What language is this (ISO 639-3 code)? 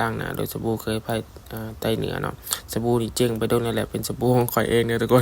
lao